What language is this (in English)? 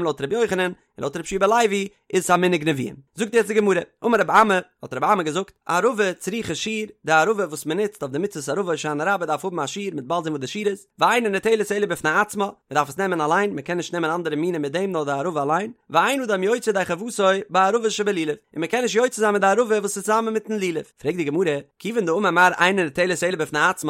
Yiddish